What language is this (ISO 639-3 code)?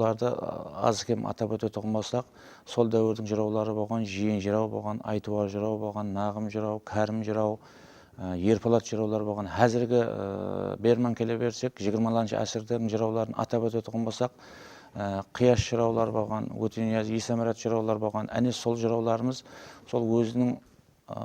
kaa